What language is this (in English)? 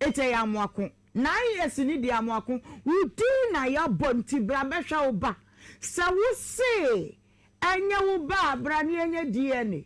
Akan